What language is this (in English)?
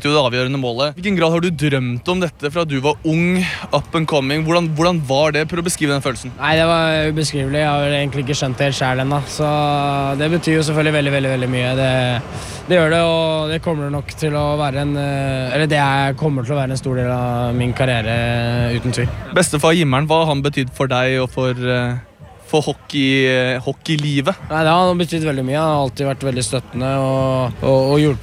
Norwegian